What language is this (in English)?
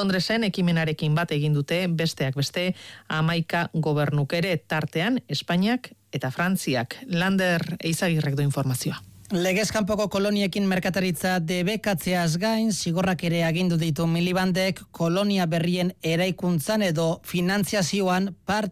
Basque